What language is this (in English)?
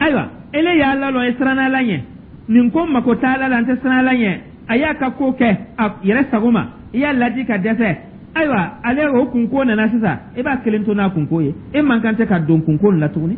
Dyula